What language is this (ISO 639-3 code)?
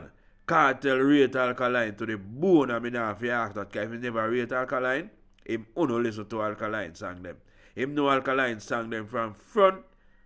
jam